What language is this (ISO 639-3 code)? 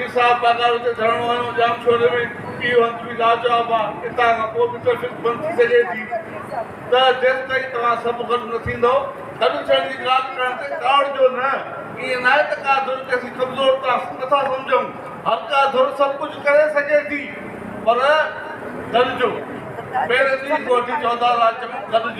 snd